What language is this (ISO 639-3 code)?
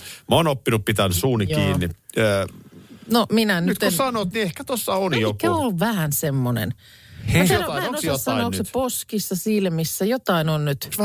fin